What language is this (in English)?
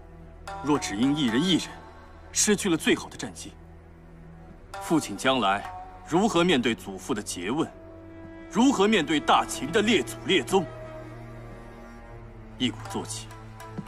Chinese